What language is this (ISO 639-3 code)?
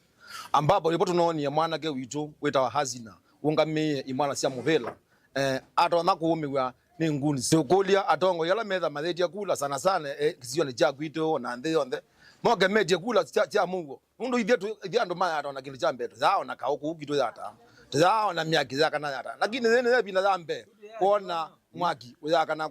kam